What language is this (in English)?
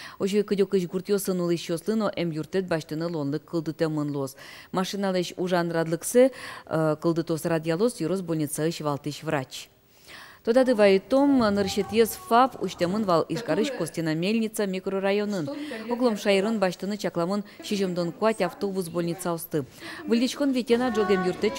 Udmurt